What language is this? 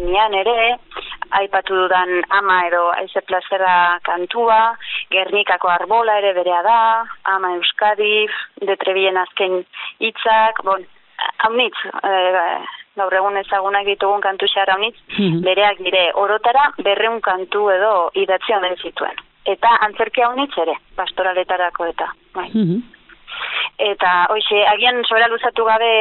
Basque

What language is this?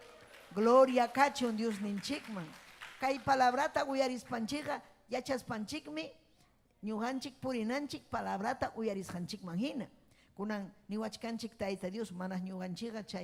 Ayacucho Quechua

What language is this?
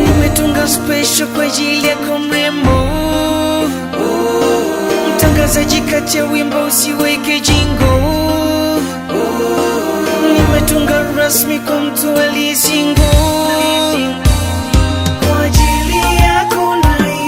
Swahili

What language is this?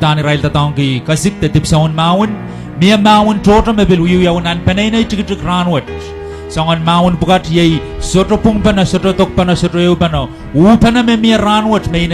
Pohnpeian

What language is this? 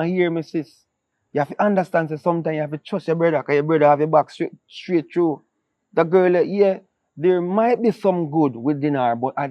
Jamaican Creole English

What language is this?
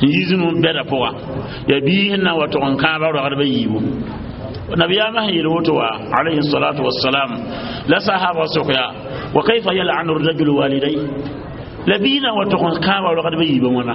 Mossi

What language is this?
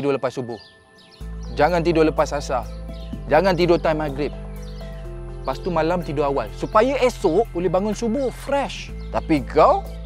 Malay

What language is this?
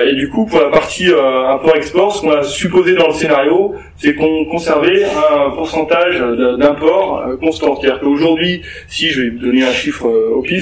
French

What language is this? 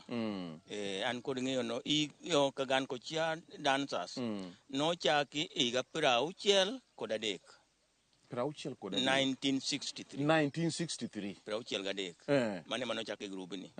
Luo (Kenya and Tanzania)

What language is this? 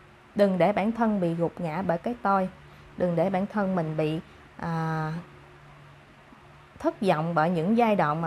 Vietnamese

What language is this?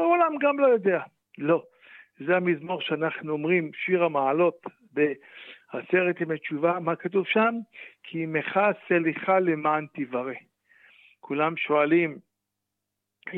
Hebrew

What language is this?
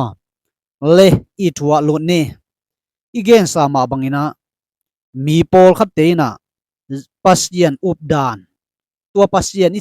Tedim Chin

